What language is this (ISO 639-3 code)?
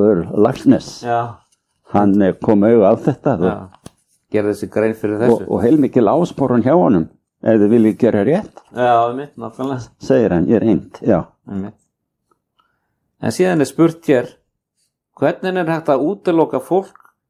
isl